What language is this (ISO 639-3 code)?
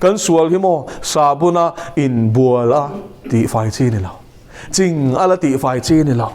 lus